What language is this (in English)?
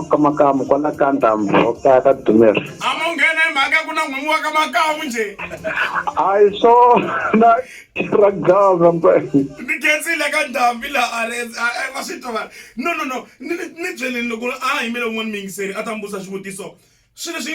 Tsonga